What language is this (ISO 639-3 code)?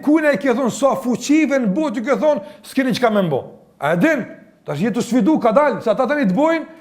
sqi